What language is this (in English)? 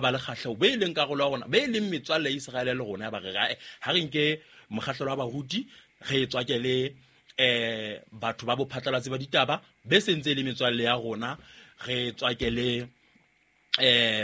Southern Sotho